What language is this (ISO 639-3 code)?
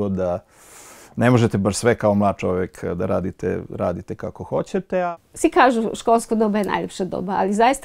srp